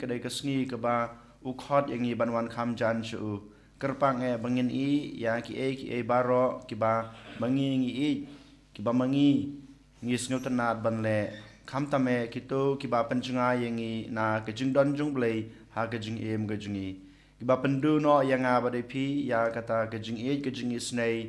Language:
Khasi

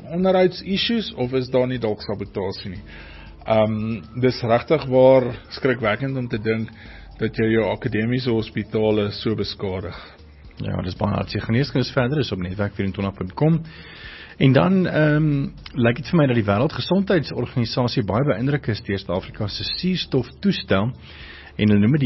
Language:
Afrikaans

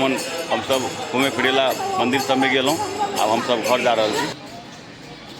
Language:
Maithili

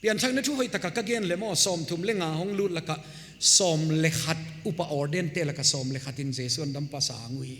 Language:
Paite Chin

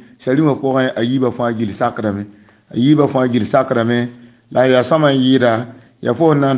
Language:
Mossi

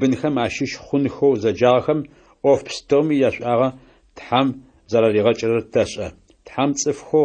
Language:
Adyghe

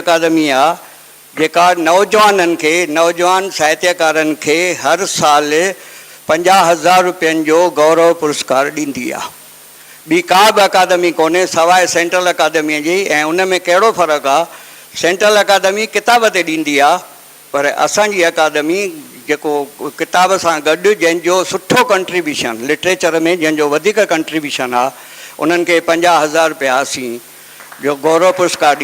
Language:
Sindhi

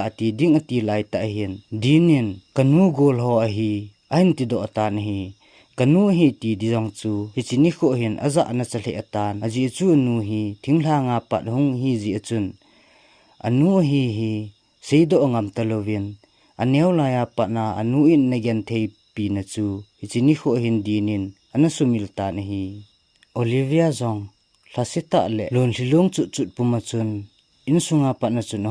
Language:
Thado Chin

